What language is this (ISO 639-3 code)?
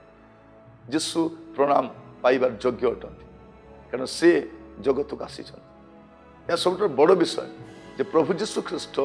ori